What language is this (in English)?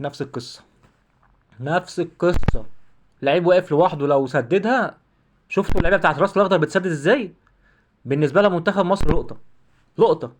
Egyptian Arabic